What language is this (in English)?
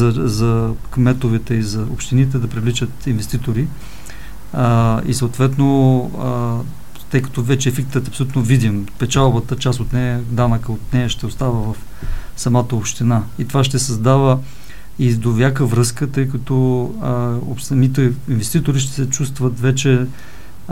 Bulgarian